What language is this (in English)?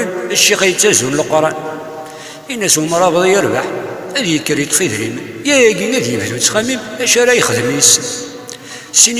Kabyle